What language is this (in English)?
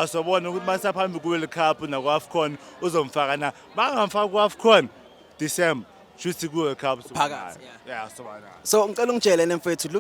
Zulu